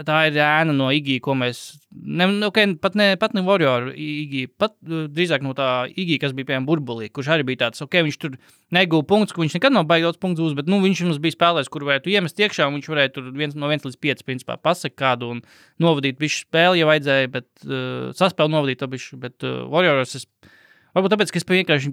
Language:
Latvian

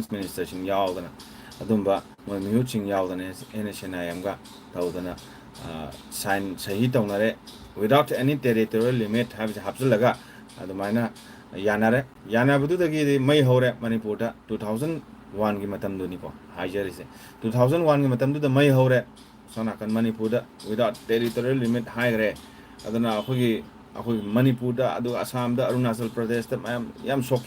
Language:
Manipuri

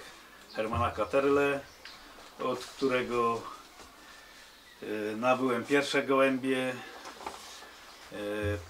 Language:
Polish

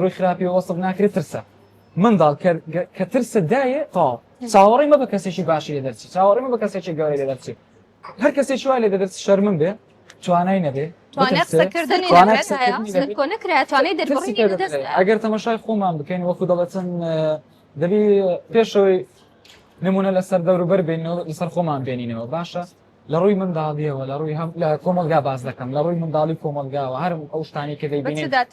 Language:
Central Kurdish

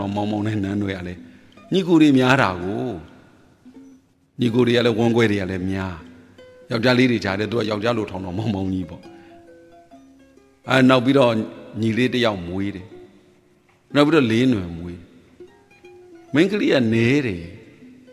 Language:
Burmese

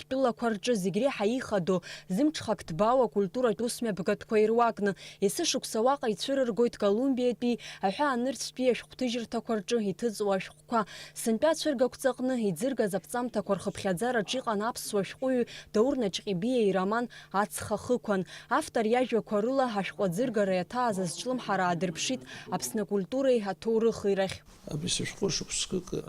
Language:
Abkhazian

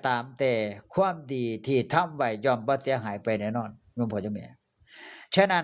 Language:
Northeastern Thai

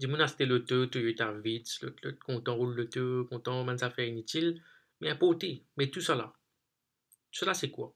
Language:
Morisyen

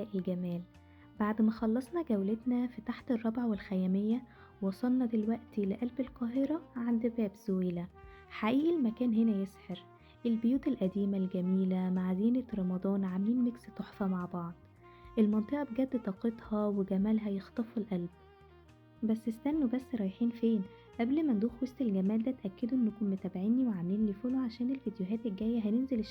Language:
Egyptian Arabic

